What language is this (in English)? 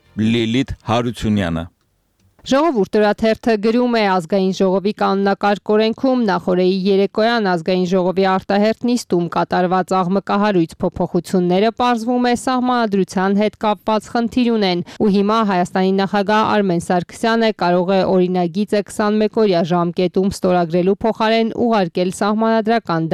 Armenian